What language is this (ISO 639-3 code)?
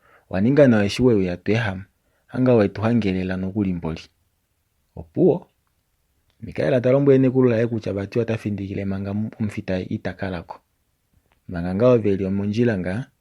kua